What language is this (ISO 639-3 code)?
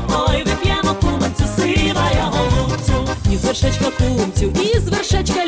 ukr